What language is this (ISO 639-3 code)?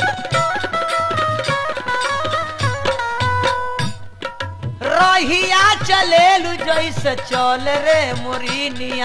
bho